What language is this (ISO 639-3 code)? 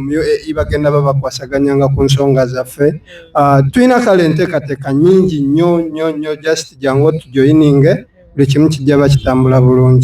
xog